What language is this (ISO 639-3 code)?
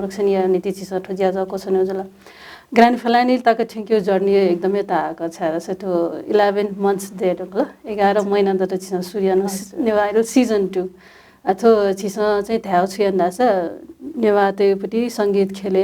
new